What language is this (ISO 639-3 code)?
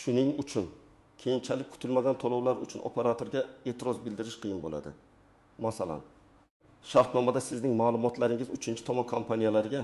uzb